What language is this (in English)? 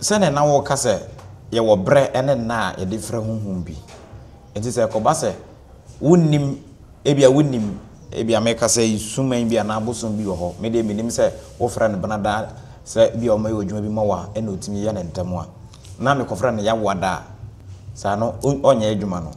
Akan